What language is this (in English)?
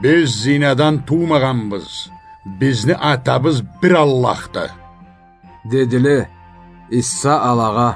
Karachay-Balkar